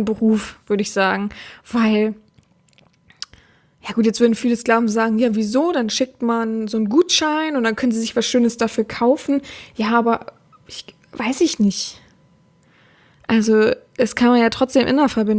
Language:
German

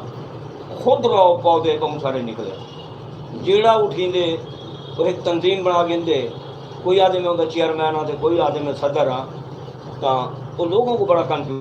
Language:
Saraiki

